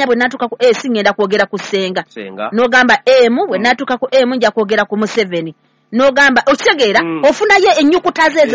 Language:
Ganda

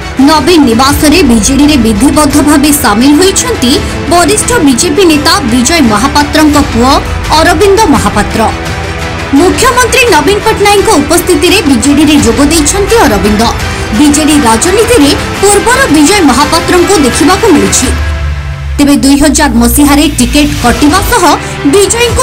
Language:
Odia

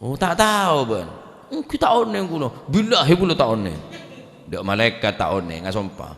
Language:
Madurese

